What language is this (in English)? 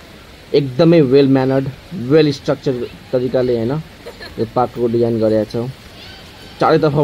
Nepali